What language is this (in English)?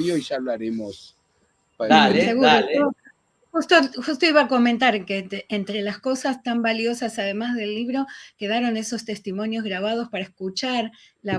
Ladino